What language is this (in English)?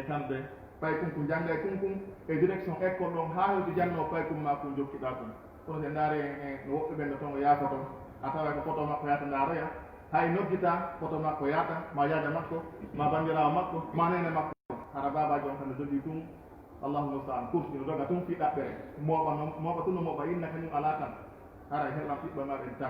Fula